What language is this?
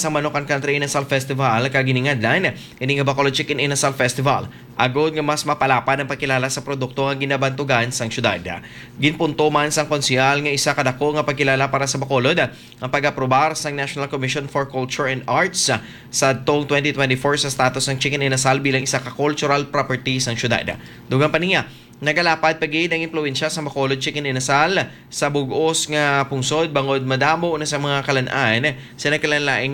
Hiligaynon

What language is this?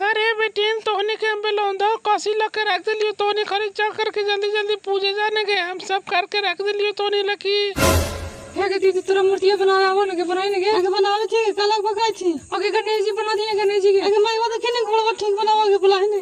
Magahi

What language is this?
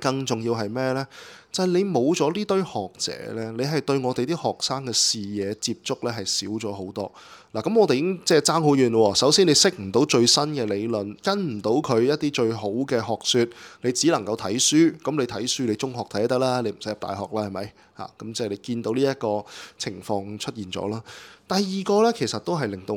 Cantonese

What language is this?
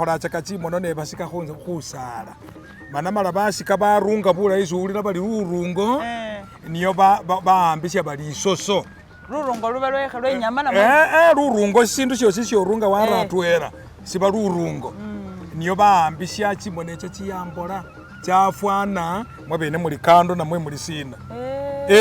Masaaba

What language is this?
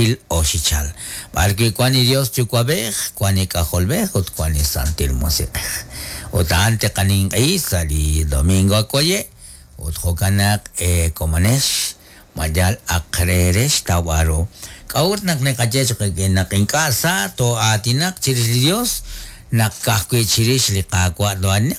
Kekchí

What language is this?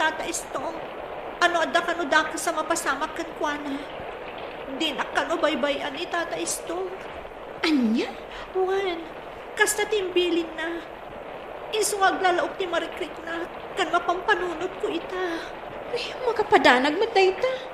Iloko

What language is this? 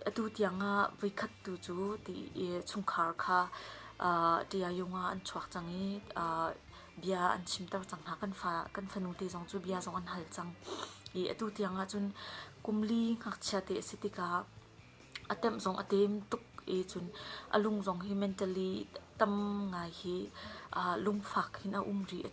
Hakha Chin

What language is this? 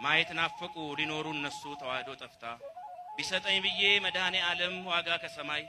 Amharic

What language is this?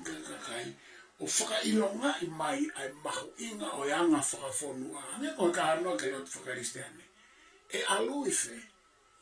Tongan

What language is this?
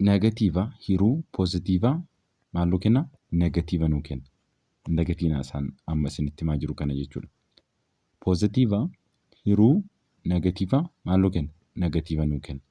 Oromo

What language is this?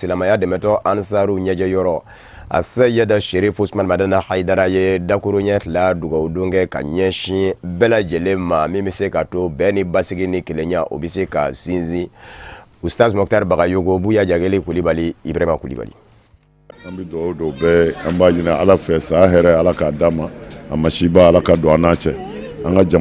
Bambara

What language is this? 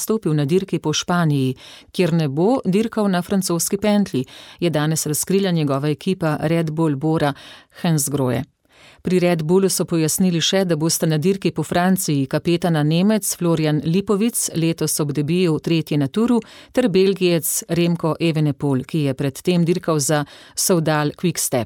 Slovenian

